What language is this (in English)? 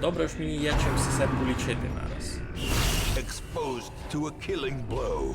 Rusyn